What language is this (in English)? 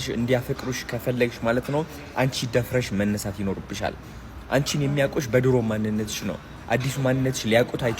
Amharic